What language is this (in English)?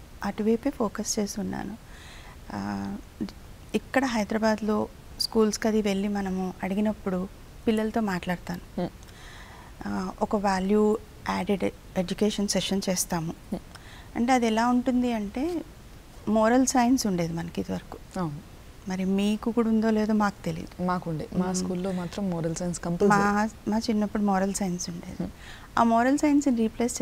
Telugu